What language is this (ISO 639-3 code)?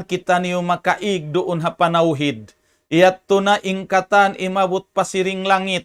tsg